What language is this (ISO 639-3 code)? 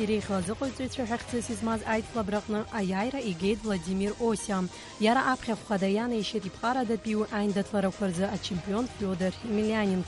abk